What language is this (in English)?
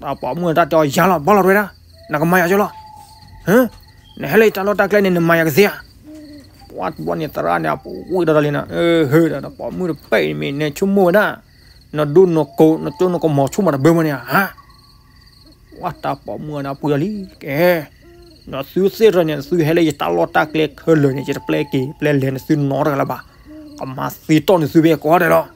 S'gaw Karen